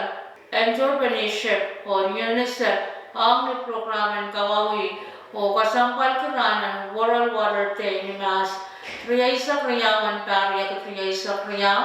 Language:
Pohnpeian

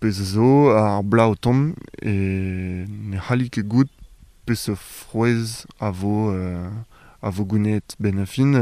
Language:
Breton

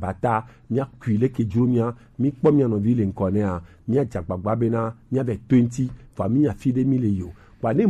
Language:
Gen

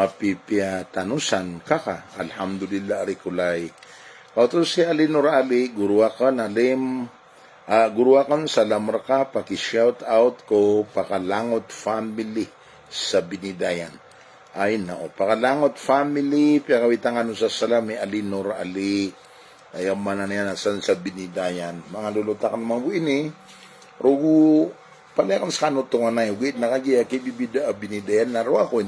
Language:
Maranao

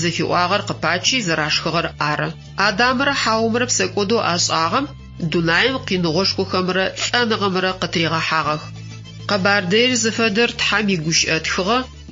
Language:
Adyghe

